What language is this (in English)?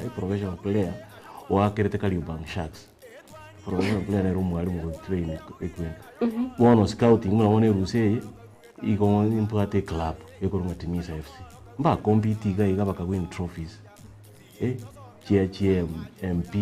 Gusii